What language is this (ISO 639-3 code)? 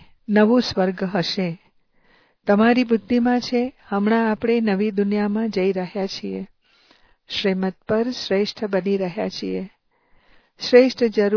guj